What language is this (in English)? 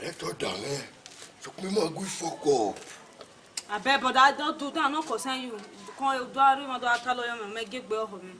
Bini